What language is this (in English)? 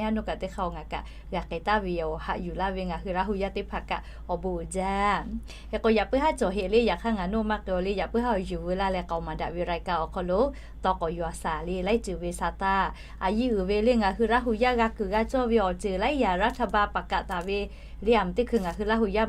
Lahu